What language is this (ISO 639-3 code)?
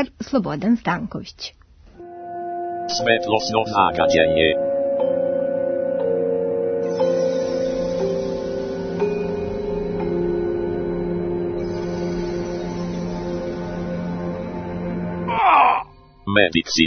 srp